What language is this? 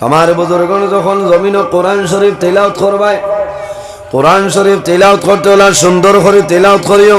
Sylheti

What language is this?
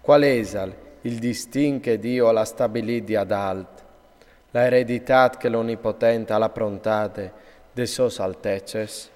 Friulian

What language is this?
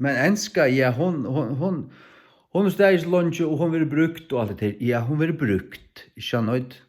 Faroese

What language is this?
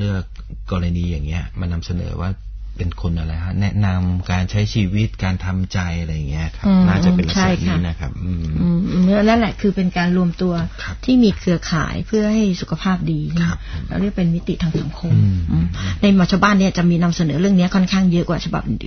Thai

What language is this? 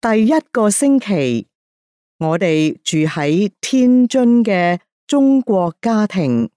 Cantonese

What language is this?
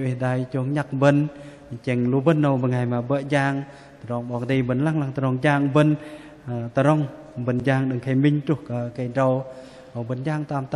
Bahnar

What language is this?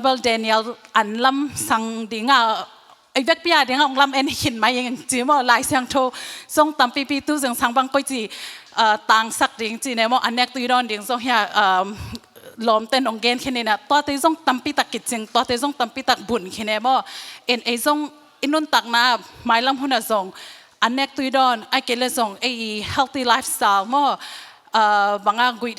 Tedim Chin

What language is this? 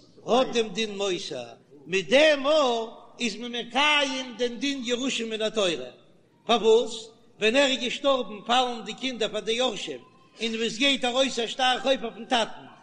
Yiddish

